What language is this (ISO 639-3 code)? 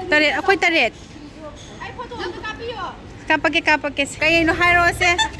mni